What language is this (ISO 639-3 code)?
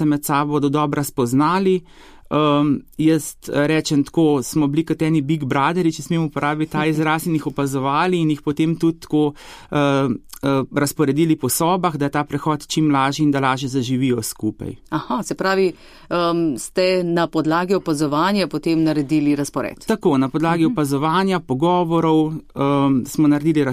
slv